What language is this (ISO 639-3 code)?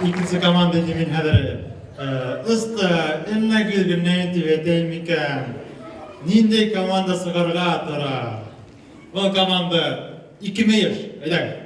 bak